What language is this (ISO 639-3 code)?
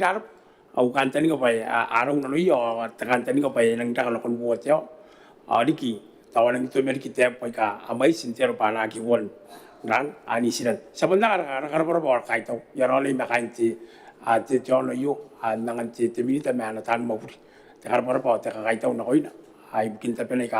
gil